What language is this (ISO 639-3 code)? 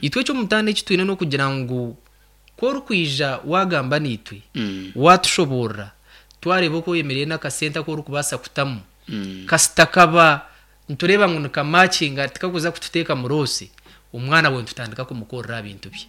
nyn